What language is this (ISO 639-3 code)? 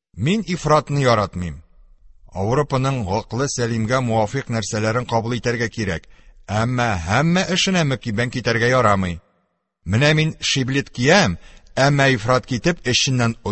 tat